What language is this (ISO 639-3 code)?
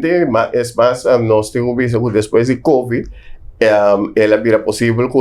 pap